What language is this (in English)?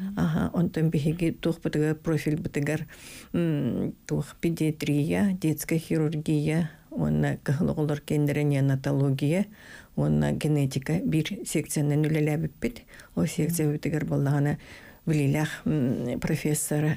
Yakut